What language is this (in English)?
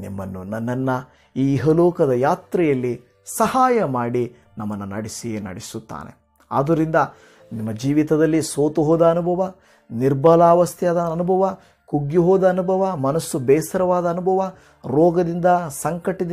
Kannada